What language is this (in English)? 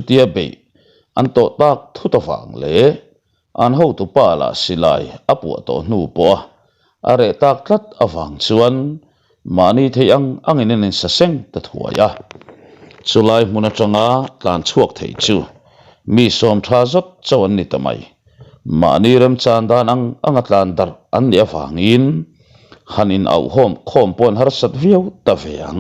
Mizo